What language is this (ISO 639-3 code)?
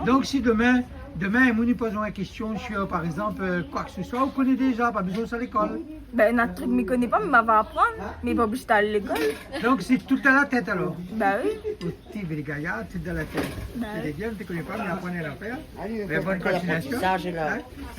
rcf